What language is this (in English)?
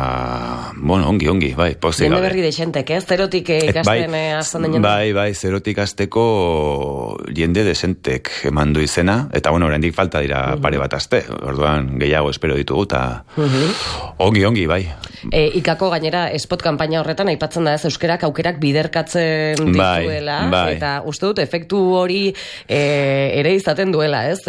Basque